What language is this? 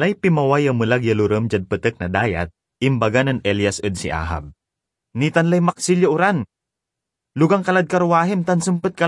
Pangasinan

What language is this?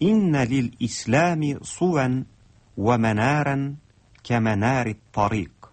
Tatar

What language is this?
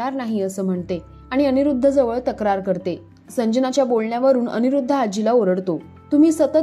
Marathi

